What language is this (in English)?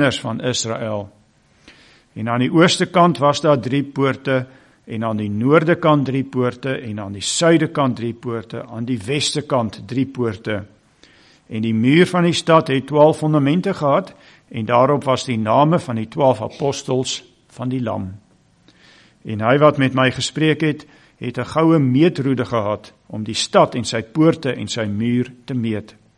Afrikaans